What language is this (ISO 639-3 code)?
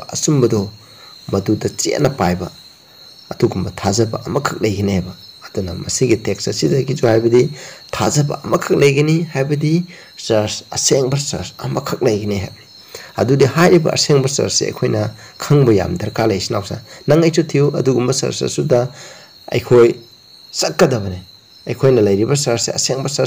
mni